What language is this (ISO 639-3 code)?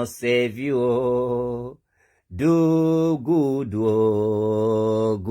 pcm